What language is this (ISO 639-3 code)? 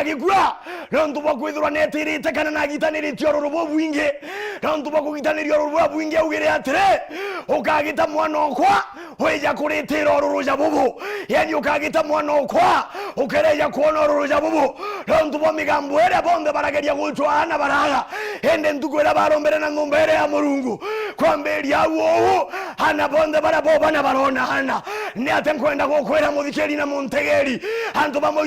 mer